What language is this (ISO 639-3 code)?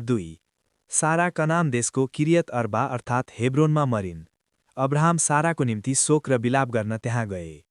nep